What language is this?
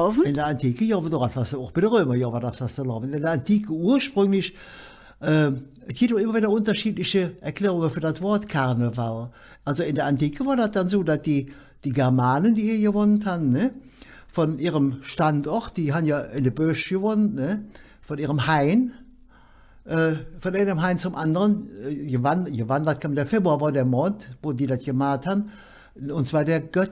Colognian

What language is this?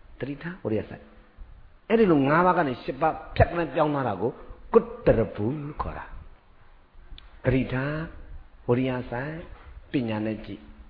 Burmese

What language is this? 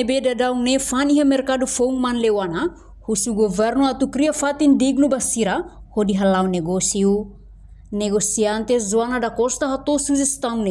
Tetum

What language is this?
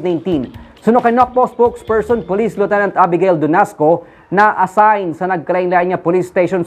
Hiligaynon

